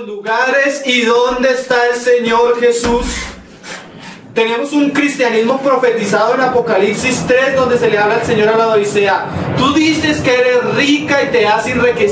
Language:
Spanish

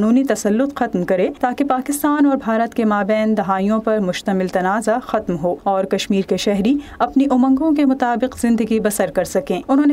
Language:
Urdu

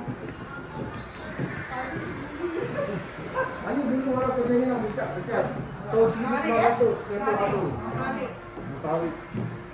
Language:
Malay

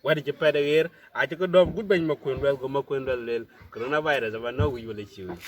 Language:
Dinka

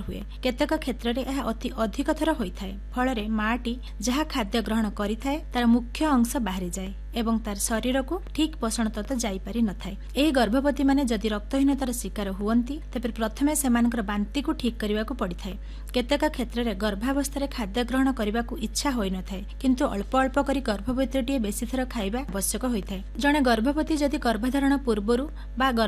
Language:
Odia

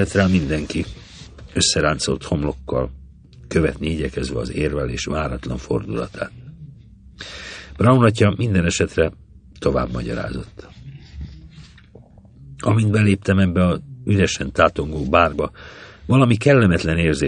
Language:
Hungarian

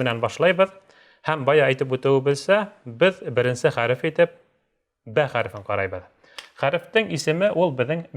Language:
Bashkir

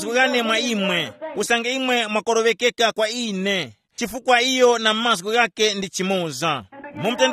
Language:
Tumbuka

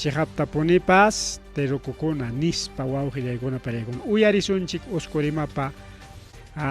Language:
Ayacucho Quechua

